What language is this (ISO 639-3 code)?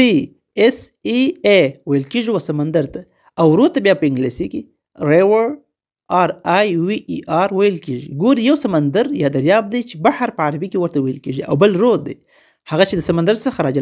pus